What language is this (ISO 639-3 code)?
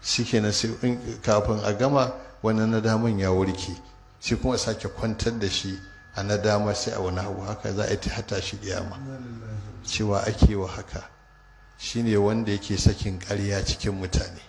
hau